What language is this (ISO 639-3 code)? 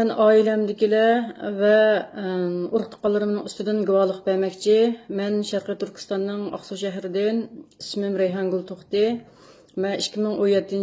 uig